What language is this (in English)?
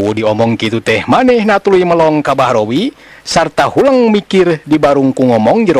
Sundanese